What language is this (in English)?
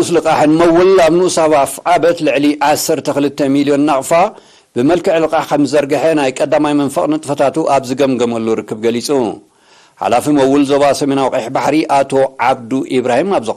Tigrinya